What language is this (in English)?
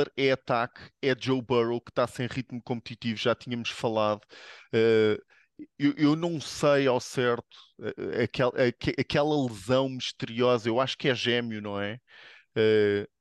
Portuguese